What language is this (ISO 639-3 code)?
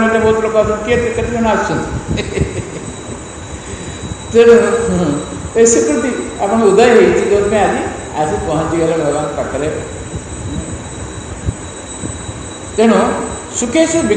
ori